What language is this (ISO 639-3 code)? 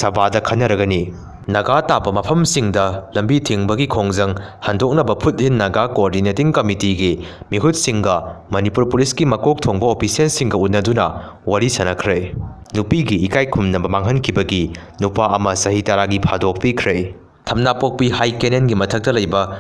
mni